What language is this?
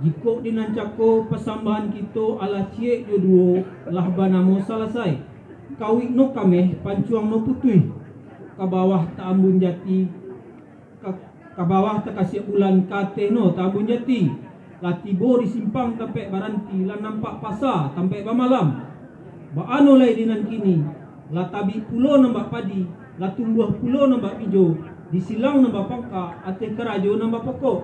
Minangkabau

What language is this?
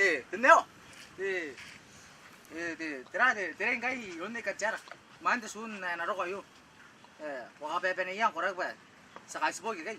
Gilbertese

